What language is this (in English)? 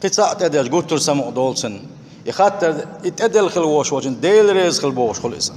Chechen